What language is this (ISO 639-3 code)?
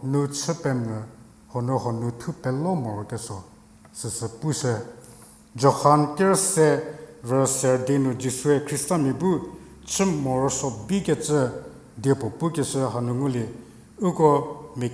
njm